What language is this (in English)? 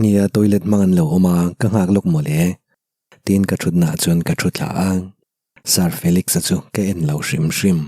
Mizo